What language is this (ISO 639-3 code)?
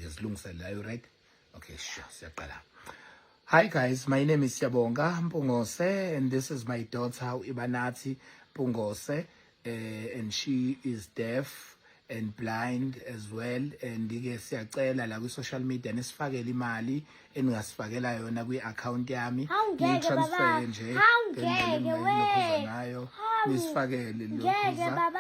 zul